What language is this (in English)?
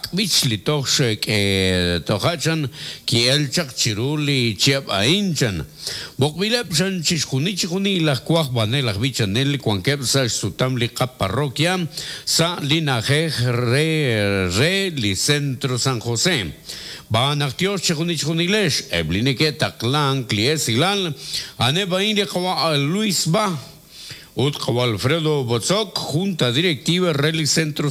Kekchí